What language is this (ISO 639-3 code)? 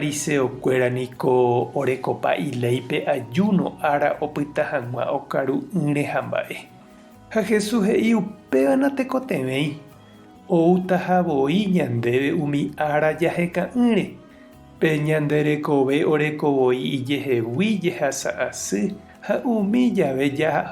grn